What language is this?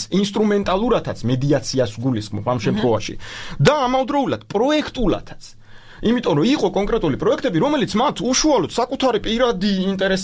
Georgian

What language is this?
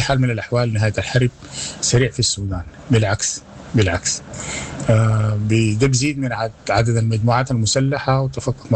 Sudanese Arabic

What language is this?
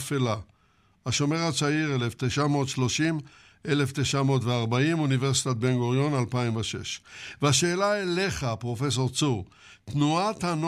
Hebrew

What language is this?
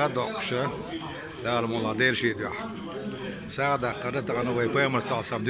Chechen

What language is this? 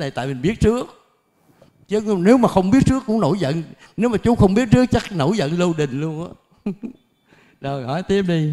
Vietnamese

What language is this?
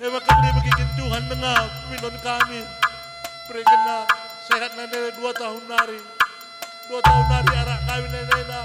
Batak Karo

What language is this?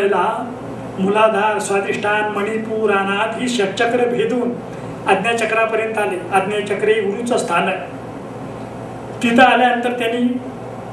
Marathi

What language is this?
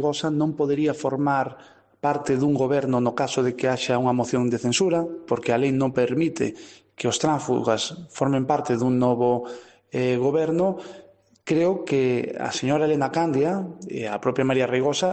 Galician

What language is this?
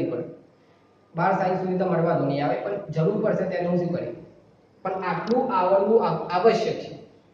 Gujarati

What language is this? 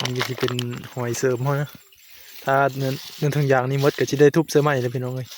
Northeastern Thai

